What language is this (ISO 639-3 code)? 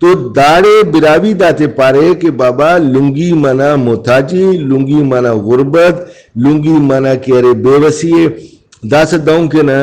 brh